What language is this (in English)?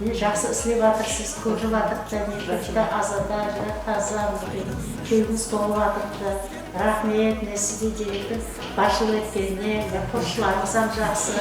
Kara-Kalpak